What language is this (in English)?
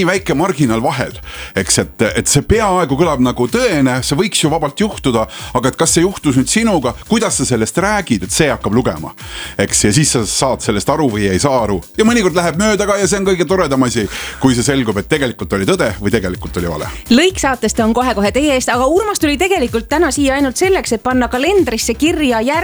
Estonian